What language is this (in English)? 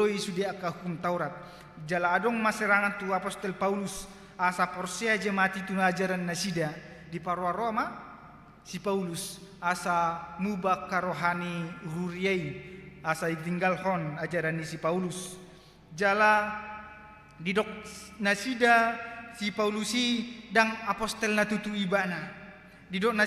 Batak Toba